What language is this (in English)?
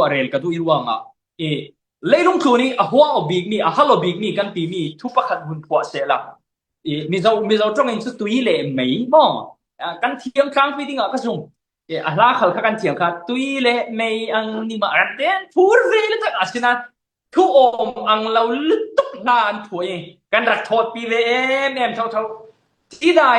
Falam Chin